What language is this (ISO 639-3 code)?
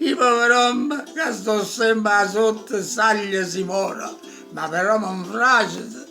nap